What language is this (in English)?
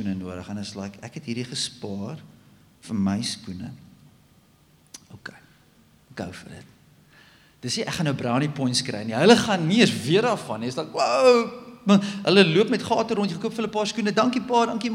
Afrikaans